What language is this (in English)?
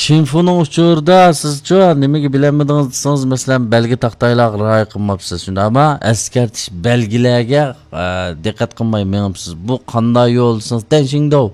Uyghur